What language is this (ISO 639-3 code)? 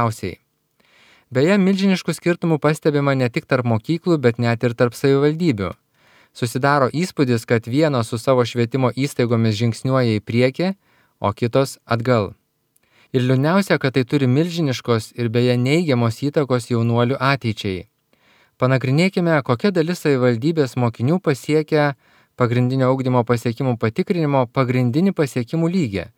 lit